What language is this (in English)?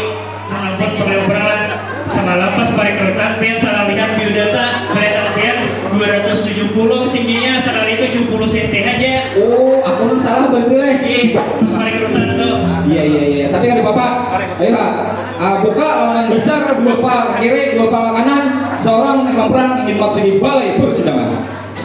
Banjar